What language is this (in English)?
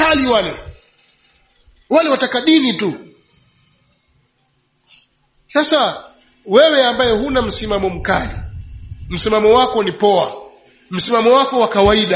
Swahili